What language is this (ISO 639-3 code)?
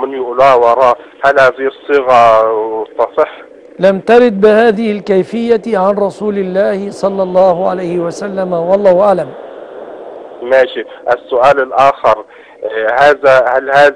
ara